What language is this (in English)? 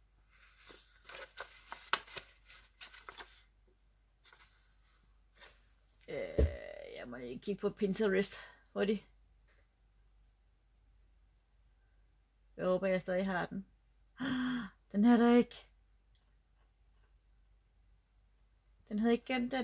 Danish